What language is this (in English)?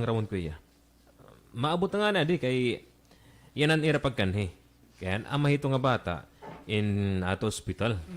Waray